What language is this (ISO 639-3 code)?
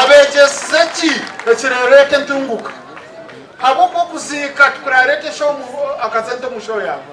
nyn